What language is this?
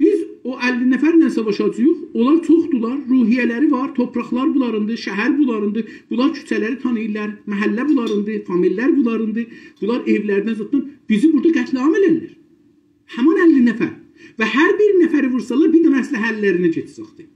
South Azerbaijani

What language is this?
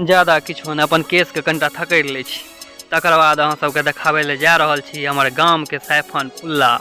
Maithili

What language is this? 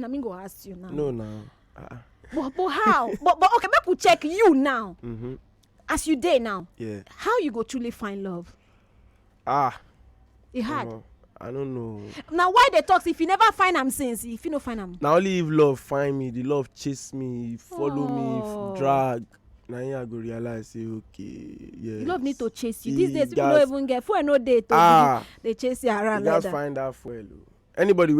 Nigerian Pidgin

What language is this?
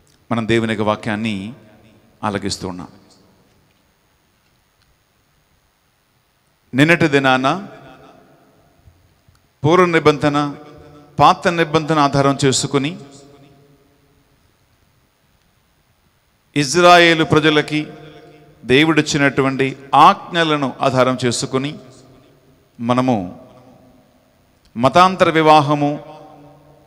Telugu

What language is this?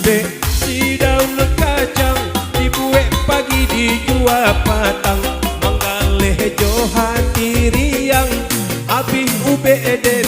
Minangkabau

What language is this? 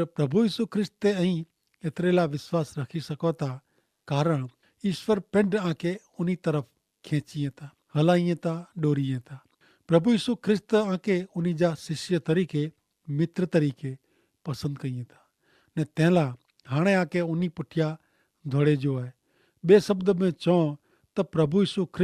Kachhi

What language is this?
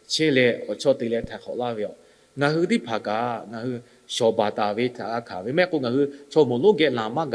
Lahu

